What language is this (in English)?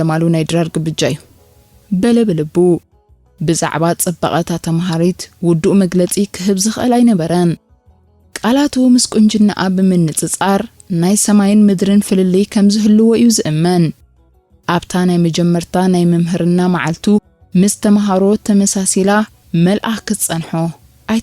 Tigrinya